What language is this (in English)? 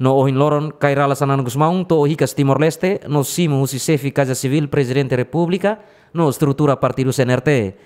Tetum